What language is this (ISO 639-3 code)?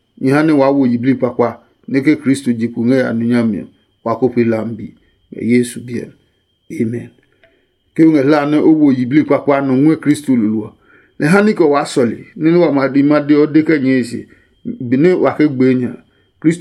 ada